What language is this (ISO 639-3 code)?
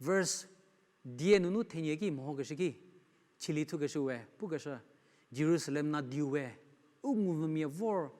njm